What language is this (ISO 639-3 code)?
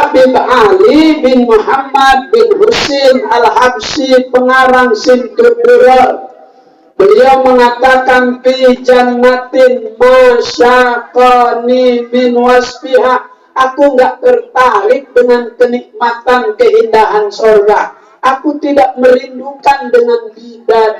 bew